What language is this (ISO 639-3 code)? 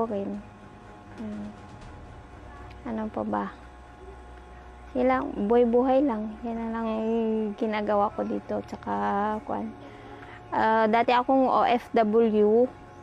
fil